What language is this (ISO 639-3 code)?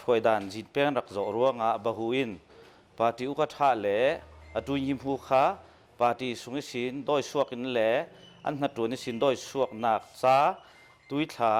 cnh